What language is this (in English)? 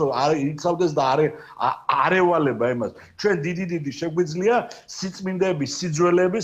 Georgian